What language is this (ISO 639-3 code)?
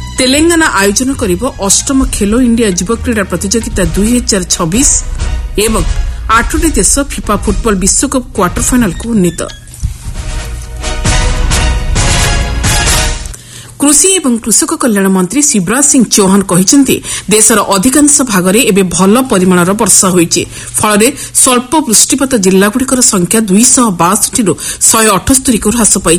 ori